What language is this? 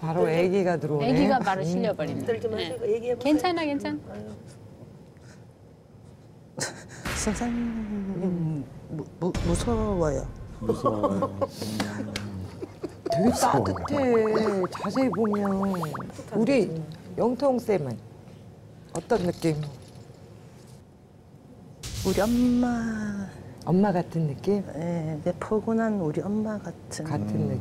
Korean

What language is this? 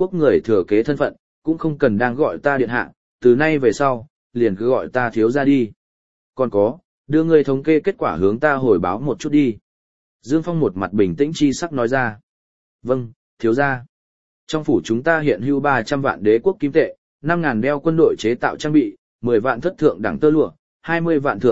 Vietnamese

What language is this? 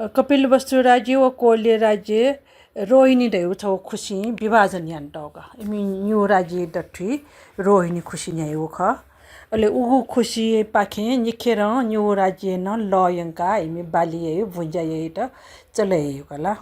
Newari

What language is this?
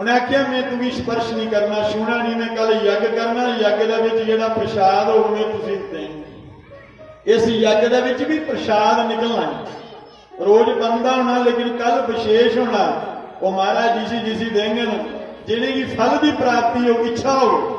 Dogri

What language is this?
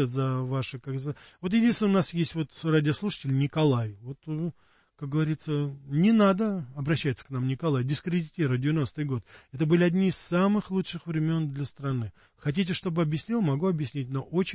Russian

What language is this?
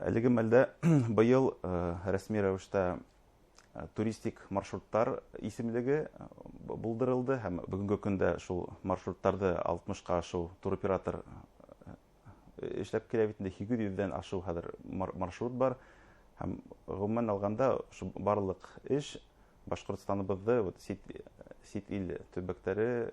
Bashkir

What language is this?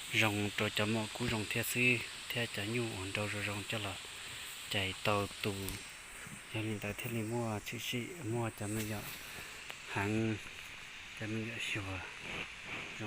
Hmong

